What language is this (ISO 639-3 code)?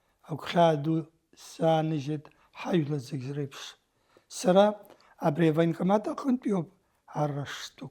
abk